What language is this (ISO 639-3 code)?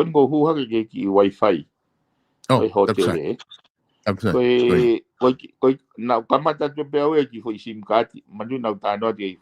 ton